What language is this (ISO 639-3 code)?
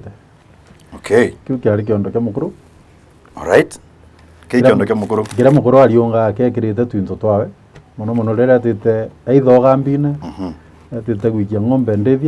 mer